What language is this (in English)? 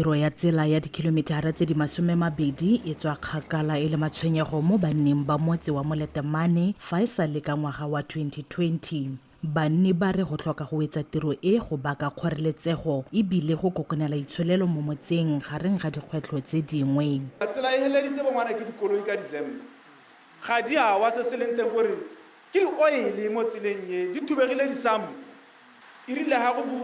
Tswana